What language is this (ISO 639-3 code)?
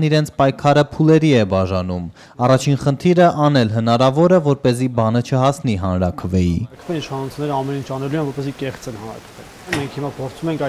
hye